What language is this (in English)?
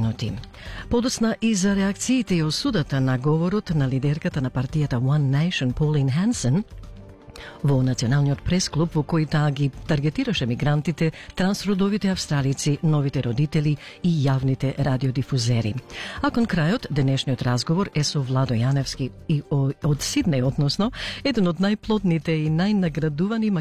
Macedonian